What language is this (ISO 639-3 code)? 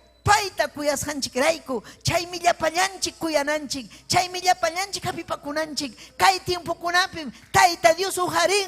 quy